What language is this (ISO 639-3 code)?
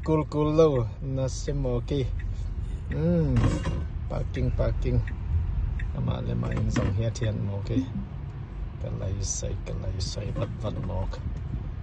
ctd